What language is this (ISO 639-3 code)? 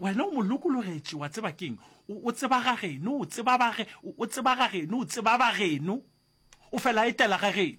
nso